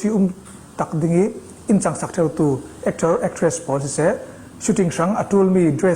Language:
Falam Chin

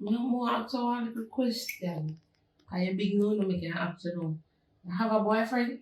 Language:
Jamaican Creole English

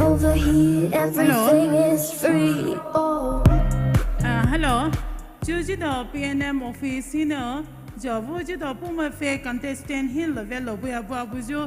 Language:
Poumei Naga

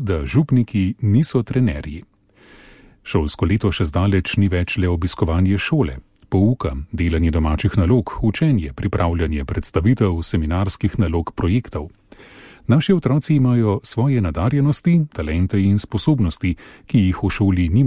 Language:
Slovenian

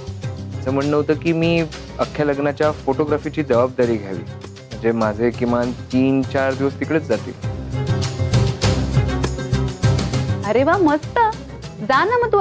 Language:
Marathi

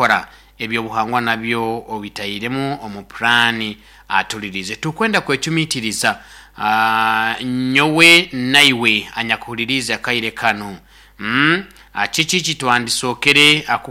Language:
Nyoro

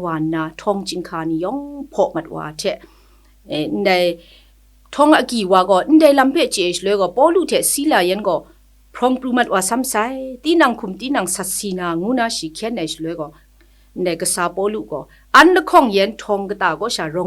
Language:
Kachin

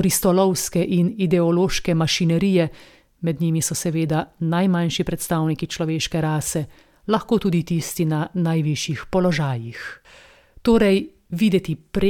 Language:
Slovenian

